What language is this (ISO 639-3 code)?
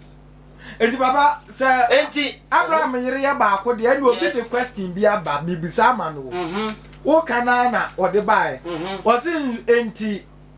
aka